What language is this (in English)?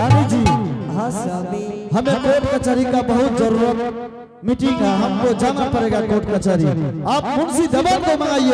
Angika